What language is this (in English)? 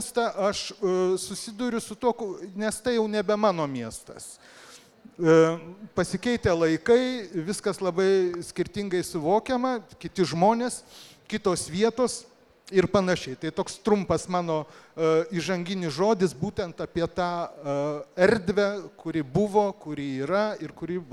Lithuanian